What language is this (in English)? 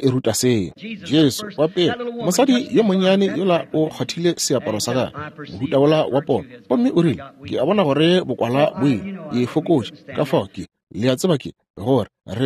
Northern Sotho